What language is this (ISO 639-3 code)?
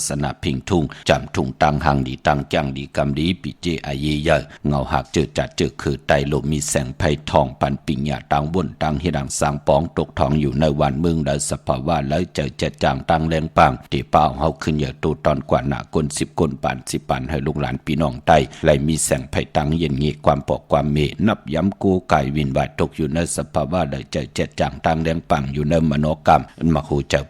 shn